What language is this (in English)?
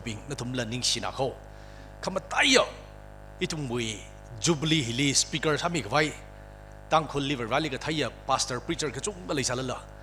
Tangkhul Naga (India)